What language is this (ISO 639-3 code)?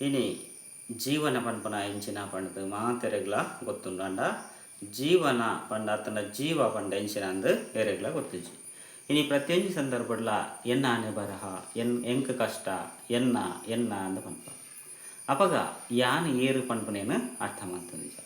tcy